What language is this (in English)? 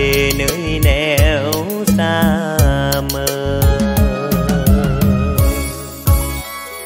Vietnamese